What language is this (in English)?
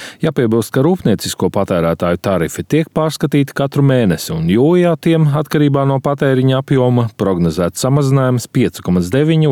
Latvian